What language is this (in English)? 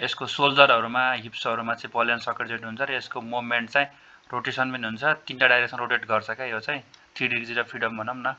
Nepali